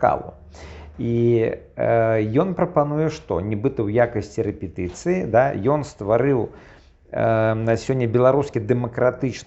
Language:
Belarusian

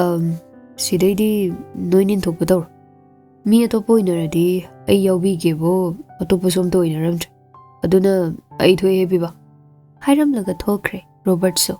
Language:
Manipuri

